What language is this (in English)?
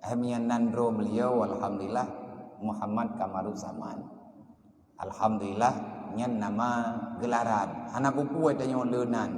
Achinese